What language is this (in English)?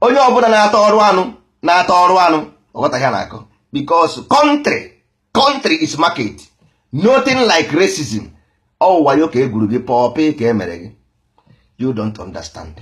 Igbo